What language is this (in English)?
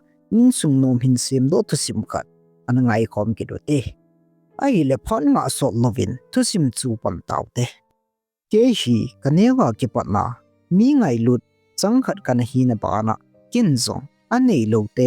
Thado Chin